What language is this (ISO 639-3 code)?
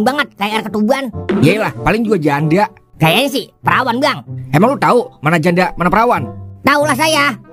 bew